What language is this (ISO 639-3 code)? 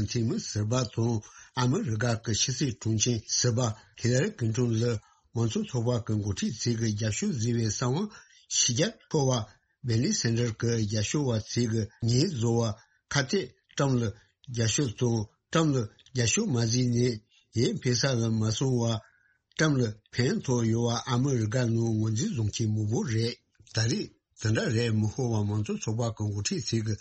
bod